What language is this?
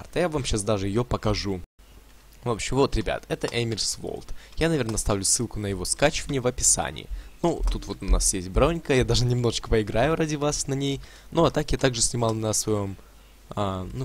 Russian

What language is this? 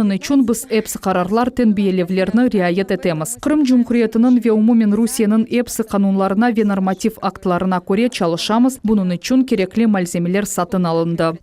Crimean Tatar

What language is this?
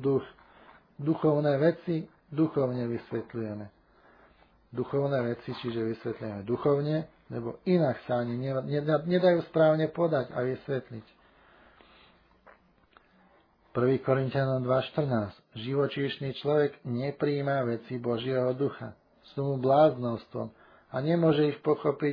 Slovak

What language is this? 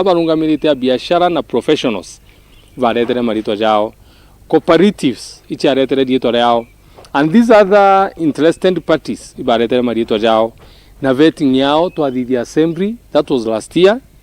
Meru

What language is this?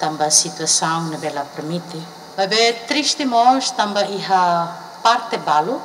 Tetum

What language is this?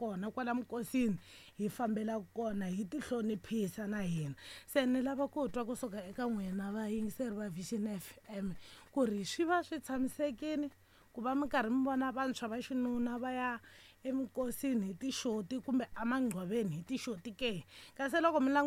Tsonga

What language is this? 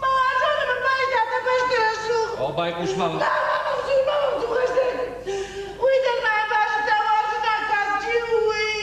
Ossetic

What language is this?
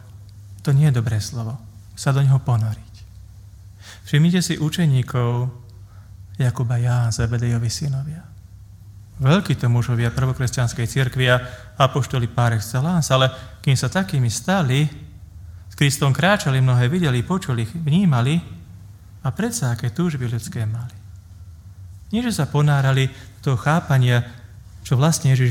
Slovak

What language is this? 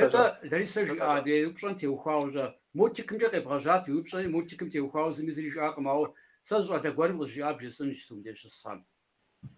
Kabardian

